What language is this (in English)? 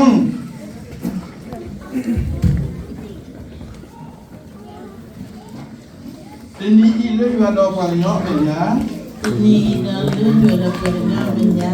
S'gaw Karen